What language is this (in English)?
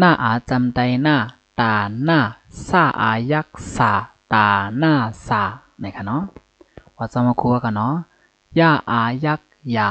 Shan